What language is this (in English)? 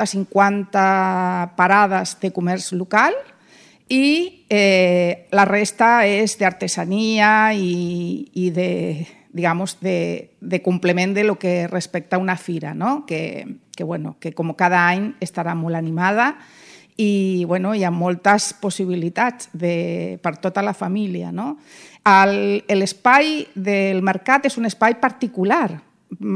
Catalan